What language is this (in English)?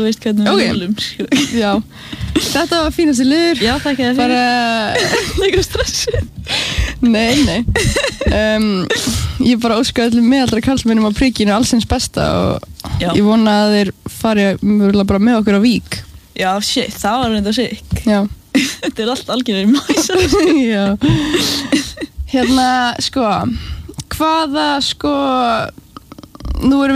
Icelandic